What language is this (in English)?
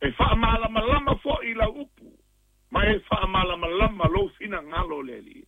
Samoan